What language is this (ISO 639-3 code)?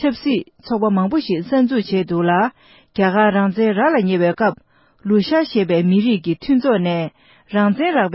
bod